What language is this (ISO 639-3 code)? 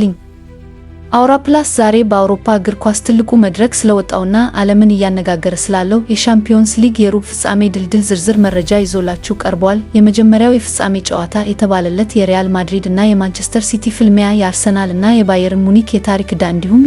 amh